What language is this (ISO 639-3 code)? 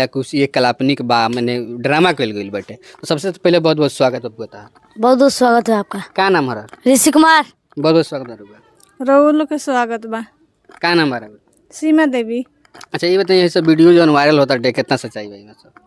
bho